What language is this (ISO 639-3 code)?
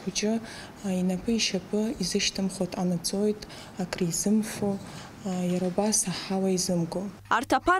abk